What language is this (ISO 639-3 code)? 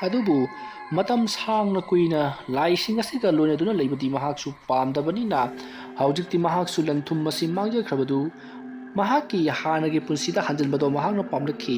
mni